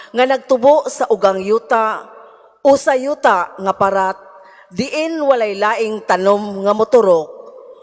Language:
Cebuano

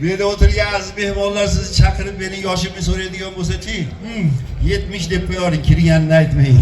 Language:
Uzbek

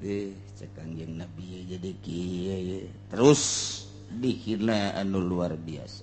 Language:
Sundanese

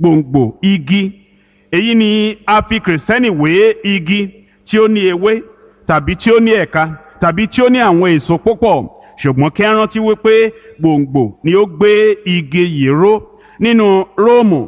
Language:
Yoruba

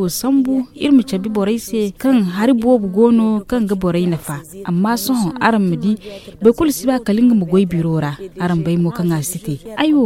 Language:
Zarma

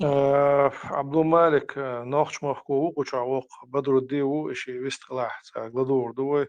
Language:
Chechen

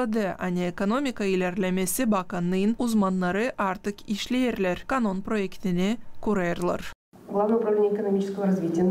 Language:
Gagauz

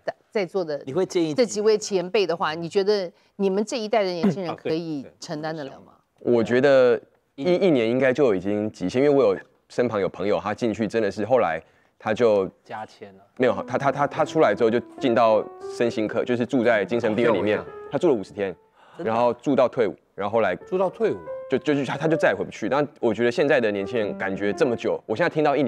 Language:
Chinese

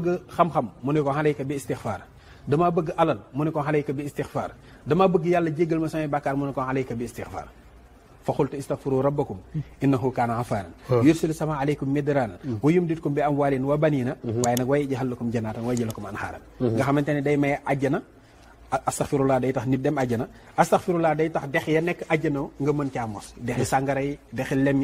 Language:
Wolof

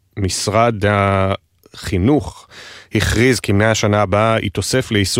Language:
Hebrew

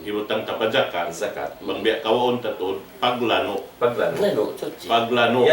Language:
Tausug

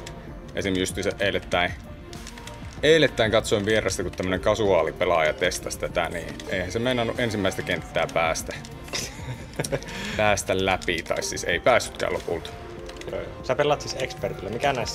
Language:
Finnish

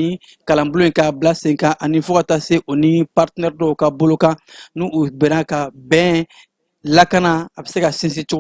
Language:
Bambara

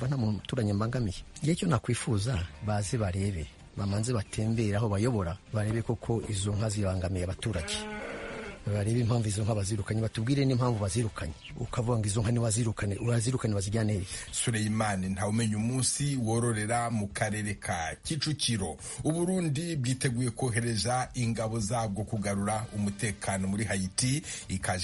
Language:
Kinyarwanda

